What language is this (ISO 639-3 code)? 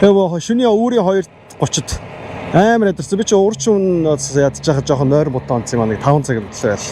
mon